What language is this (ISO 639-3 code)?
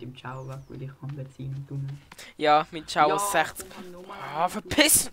gsw